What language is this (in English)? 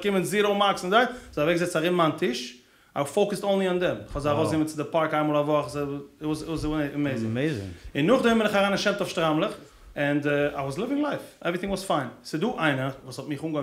Yiddish